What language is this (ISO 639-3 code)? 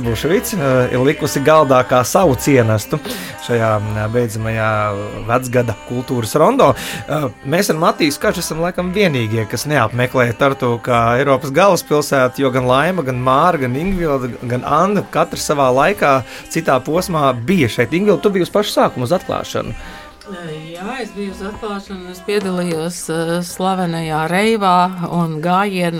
lav